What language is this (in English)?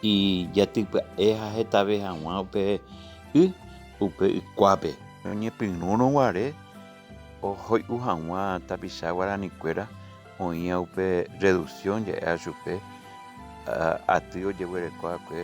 Guarani